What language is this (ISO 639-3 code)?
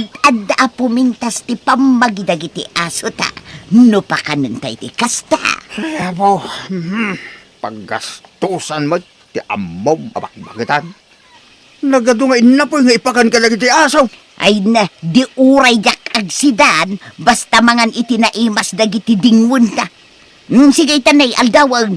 ilo